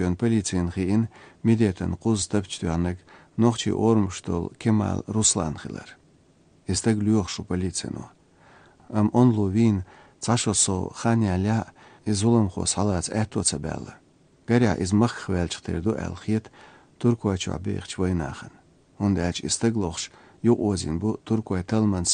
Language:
Chechen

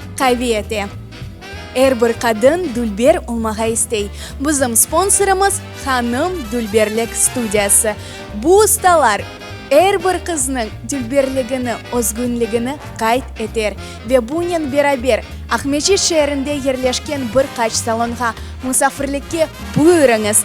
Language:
Crimean Tatar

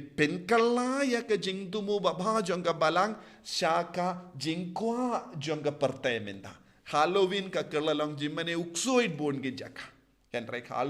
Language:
Khasi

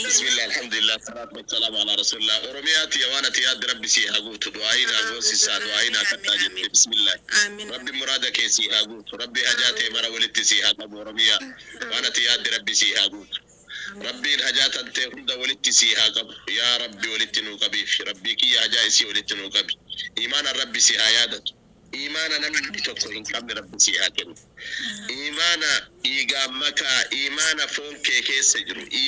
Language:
Oromo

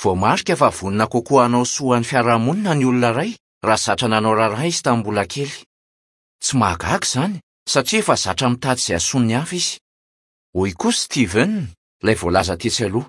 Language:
Malagasy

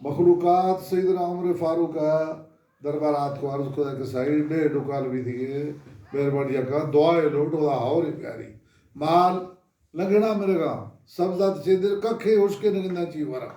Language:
Baluchi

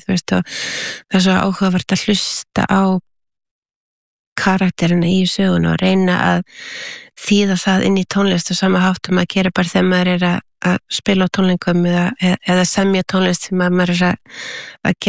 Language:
Icelandic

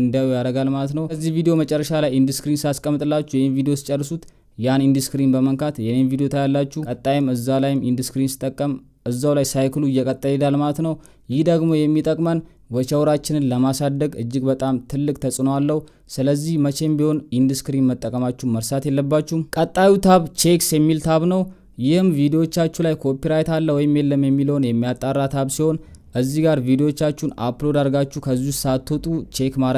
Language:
Amharic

